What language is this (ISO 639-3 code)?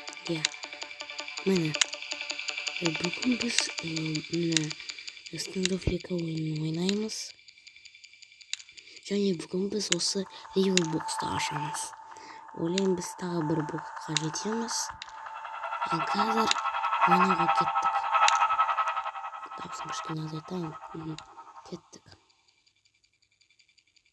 kaz